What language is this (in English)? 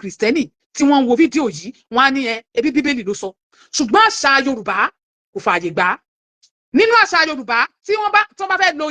Yoruba